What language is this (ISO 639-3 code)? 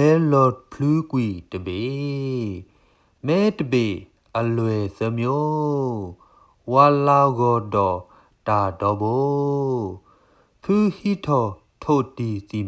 ksw